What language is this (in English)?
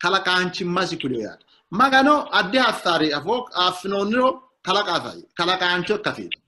Sidamo